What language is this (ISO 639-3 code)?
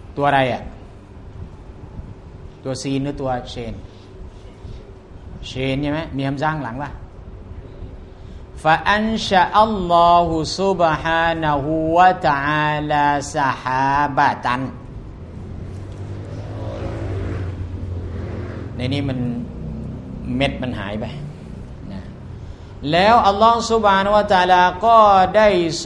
tha